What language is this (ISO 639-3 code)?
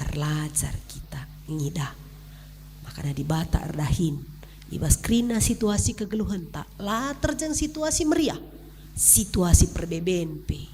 btx